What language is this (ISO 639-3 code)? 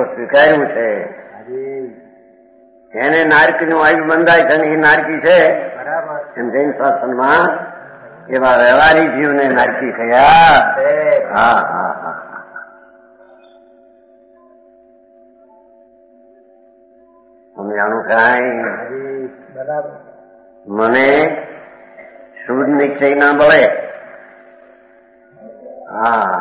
guj